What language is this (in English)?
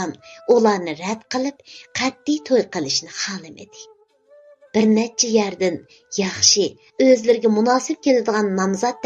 Uyghur